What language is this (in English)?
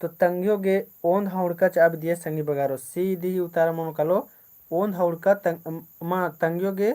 Kurukh